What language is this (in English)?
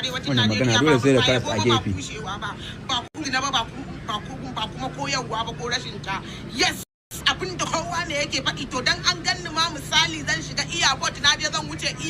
Hausa